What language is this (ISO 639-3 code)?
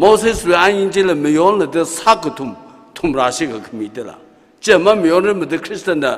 nmf